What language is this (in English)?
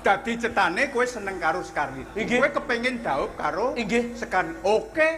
Javanese